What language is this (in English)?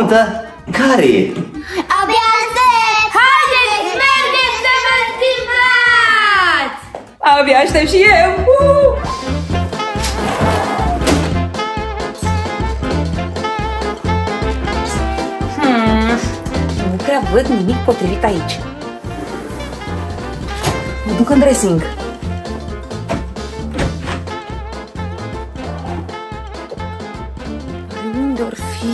Romanian